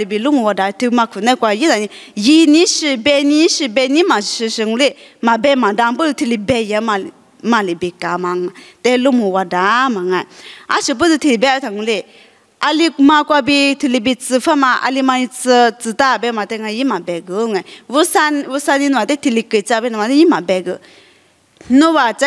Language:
Lisu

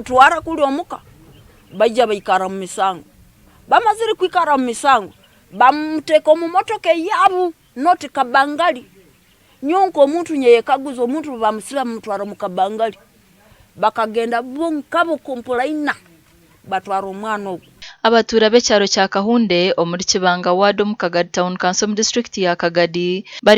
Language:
Nyankole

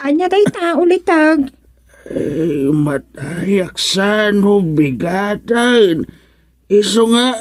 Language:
Iloko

